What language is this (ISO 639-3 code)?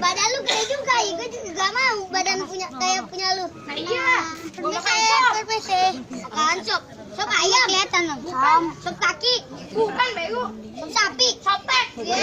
bew